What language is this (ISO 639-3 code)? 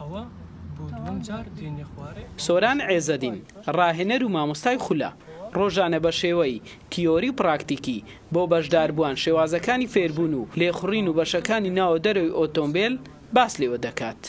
ckb